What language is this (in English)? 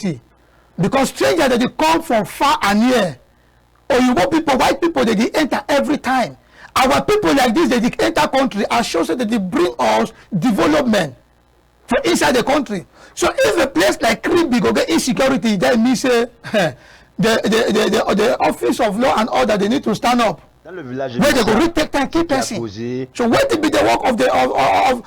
Cameroon Pidgin